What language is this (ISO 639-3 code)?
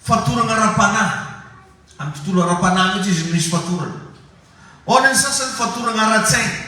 mlg